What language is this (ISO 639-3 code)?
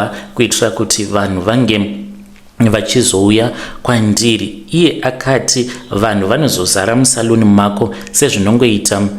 sna